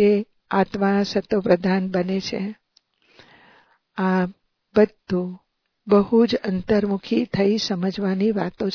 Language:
Gujarati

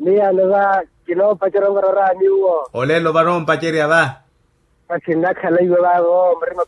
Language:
Makhuwa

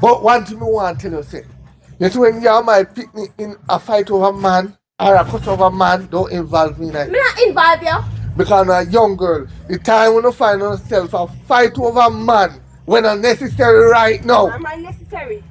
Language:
Jamaican Creole English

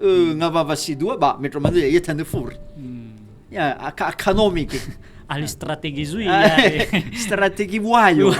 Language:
Nias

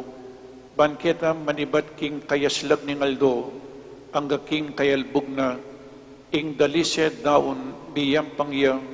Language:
Pampanga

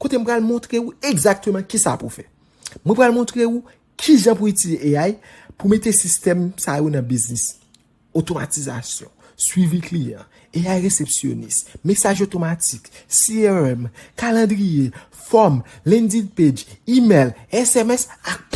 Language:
Haitian Creole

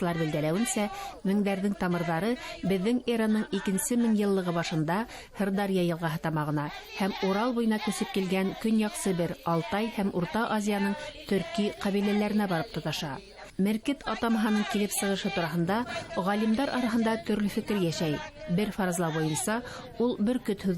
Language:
Bashkir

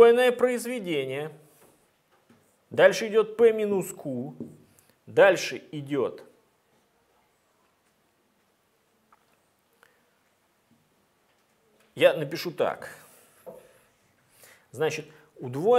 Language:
Russian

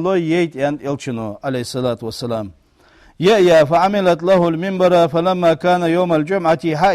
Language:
Ingush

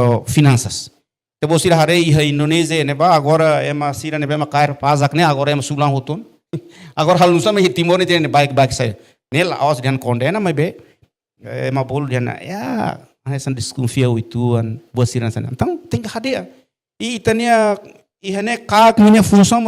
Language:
Tetum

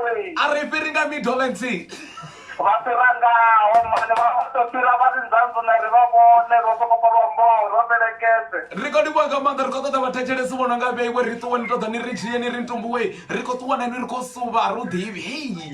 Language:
Venda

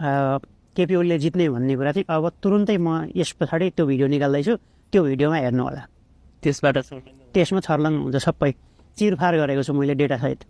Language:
Nepali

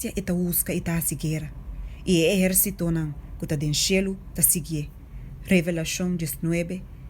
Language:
Papiamento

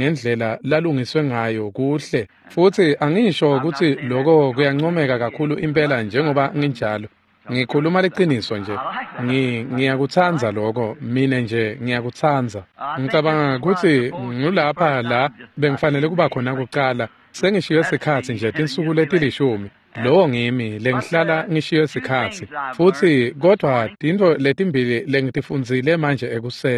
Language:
Swati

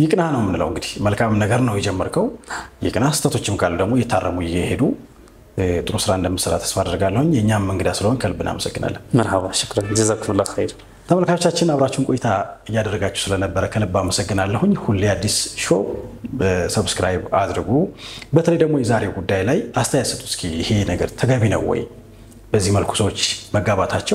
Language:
Amharic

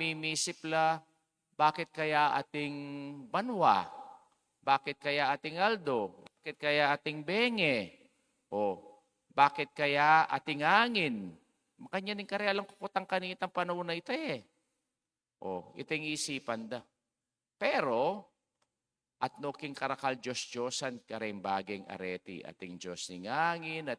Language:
Pampanga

